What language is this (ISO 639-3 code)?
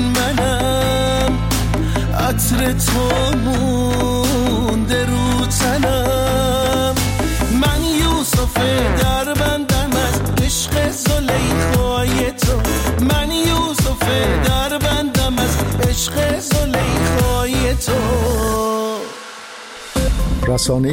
fas